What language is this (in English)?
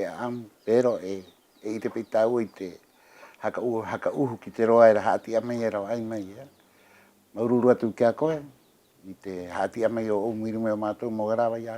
Rapanui